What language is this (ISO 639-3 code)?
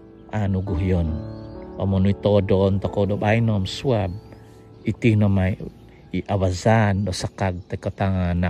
dtp